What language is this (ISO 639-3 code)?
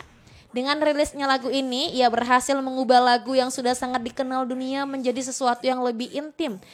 ind